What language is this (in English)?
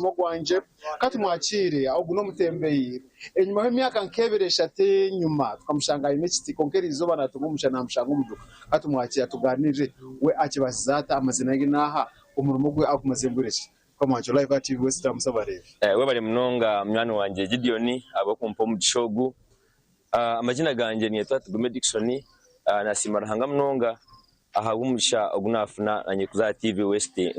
Nyankole